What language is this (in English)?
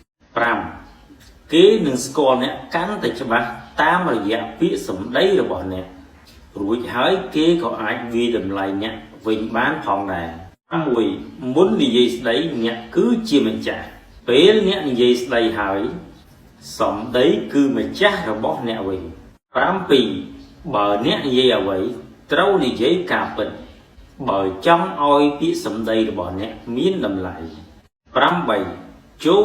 Khmer